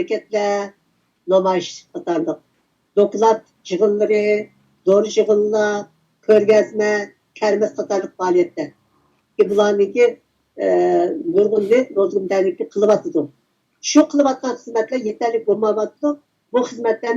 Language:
Uyghur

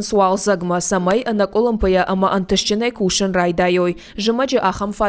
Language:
Ossetic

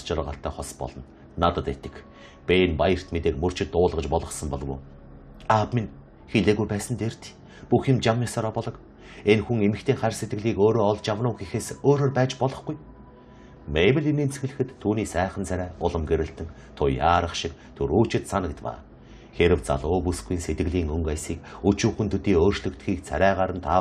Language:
Mongolian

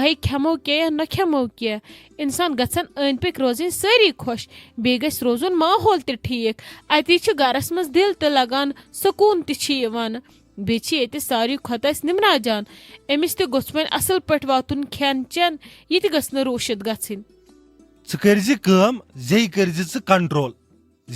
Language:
Kashmiri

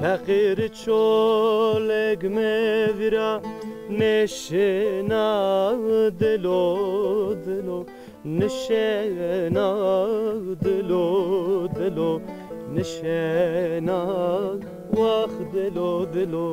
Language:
Zaza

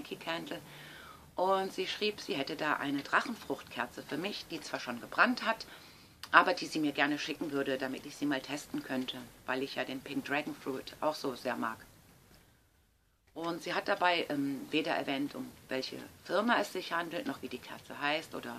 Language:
German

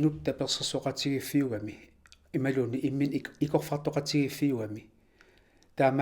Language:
Kalaallisut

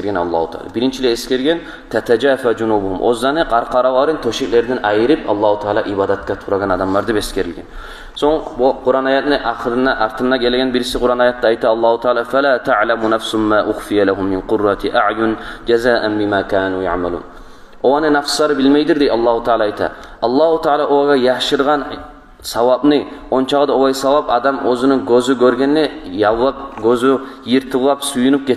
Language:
Kumyk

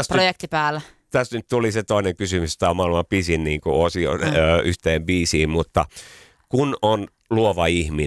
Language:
Finnish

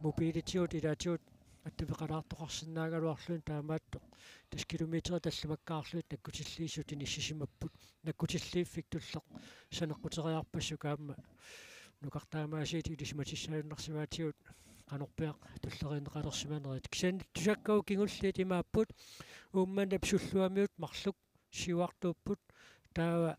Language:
Kalaallisut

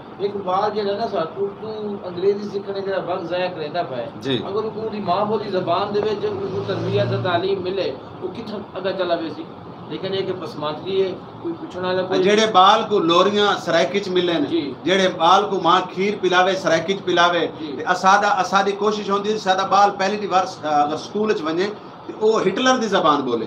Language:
Saraiki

